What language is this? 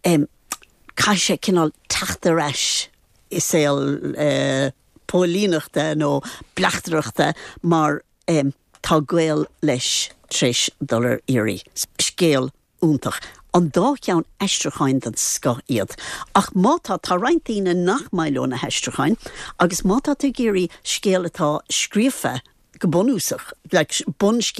Irish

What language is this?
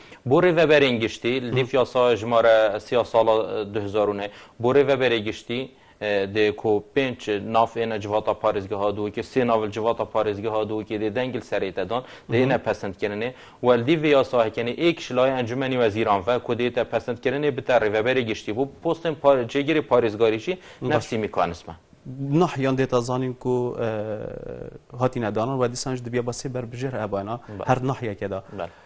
Kurdish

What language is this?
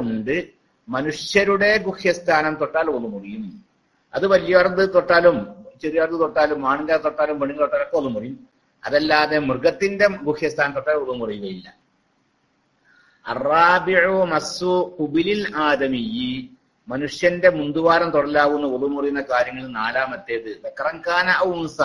Malayalam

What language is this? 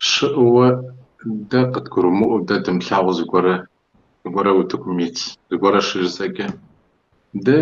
Kabardian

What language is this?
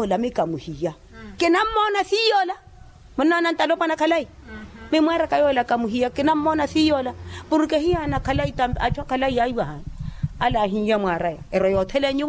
Makhuwa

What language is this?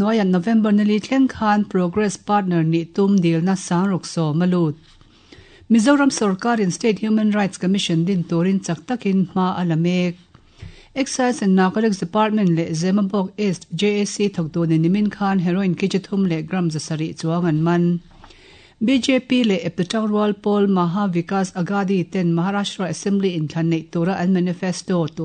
Mizo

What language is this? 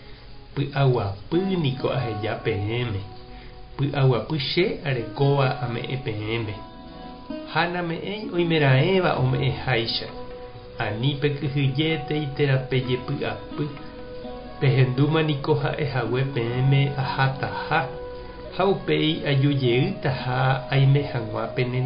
Guarani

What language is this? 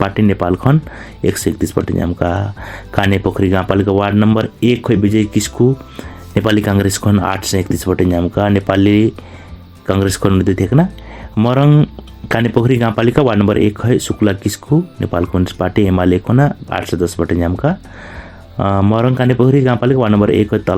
Santali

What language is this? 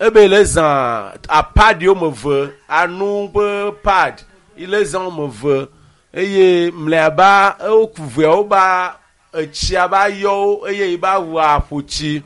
Ewe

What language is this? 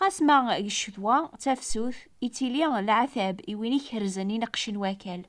Kabyle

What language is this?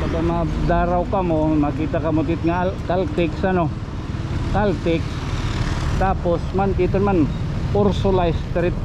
Waray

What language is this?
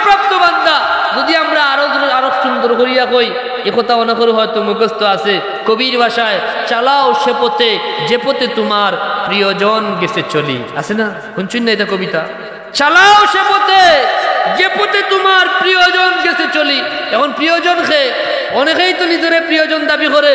Sylheti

